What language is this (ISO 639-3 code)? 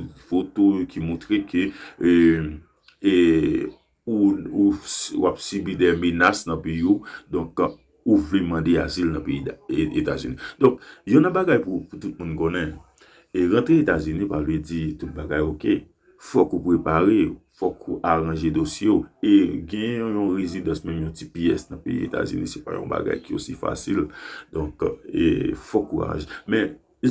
hat